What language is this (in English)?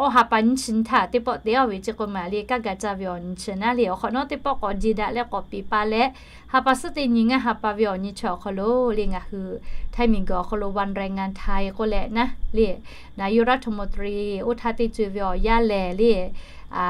Lahu